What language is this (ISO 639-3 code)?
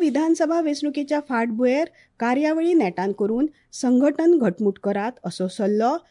kok